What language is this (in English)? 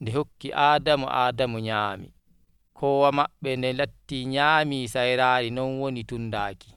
Nigerian Fulfulde